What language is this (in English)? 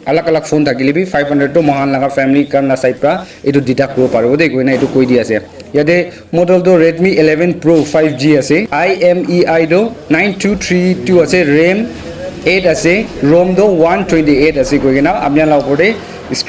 Naga Pidgin